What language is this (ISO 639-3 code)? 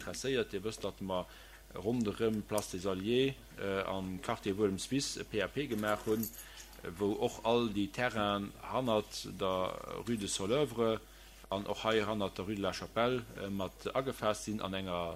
ltz